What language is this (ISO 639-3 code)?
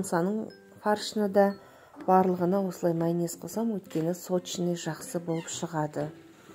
kaz